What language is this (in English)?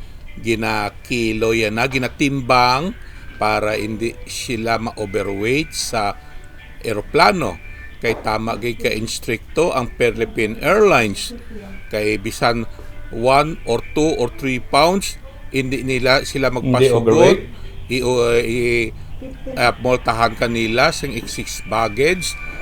Hiligaynon